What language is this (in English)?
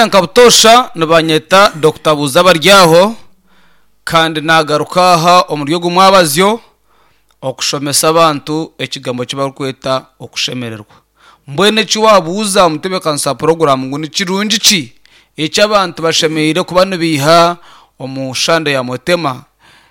Nyankole